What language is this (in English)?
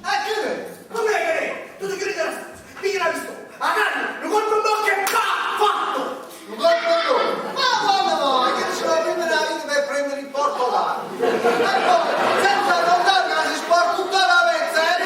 Neapolitan